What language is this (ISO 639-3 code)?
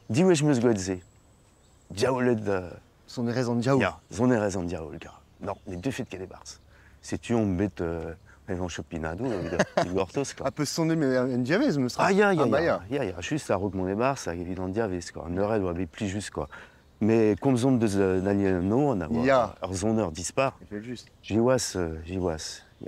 bre